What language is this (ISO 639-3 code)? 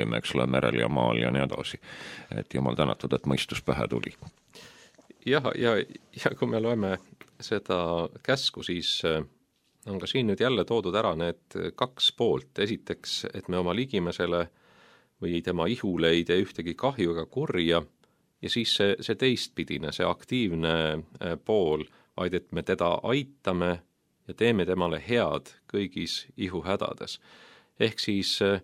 est